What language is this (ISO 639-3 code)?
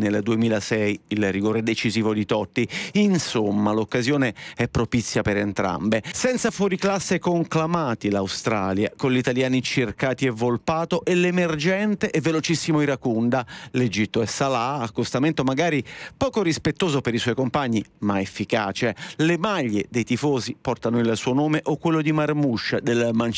ita